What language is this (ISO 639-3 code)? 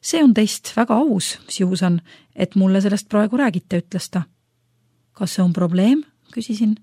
est